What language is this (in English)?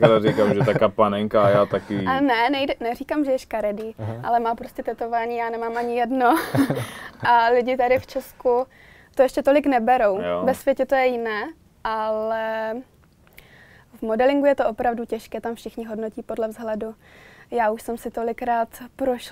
Czech